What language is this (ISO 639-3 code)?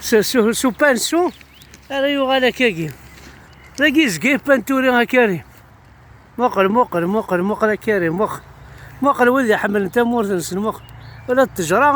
kab